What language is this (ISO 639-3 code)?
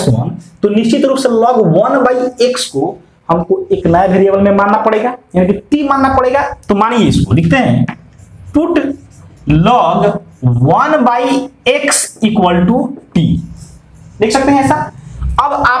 hin